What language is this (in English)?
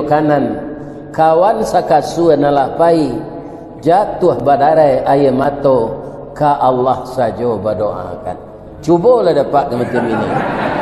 Minangkabau